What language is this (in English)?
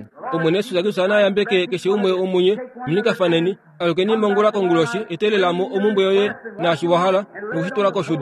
Kuanyama